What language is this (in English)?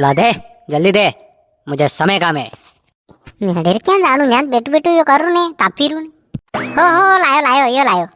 Rajasthani